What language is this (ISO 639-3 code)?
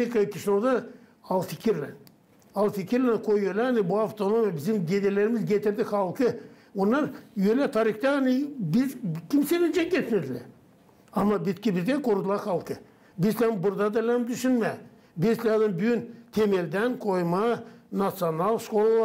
gag